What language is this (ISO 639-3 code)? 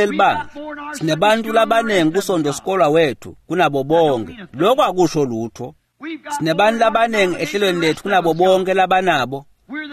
ssw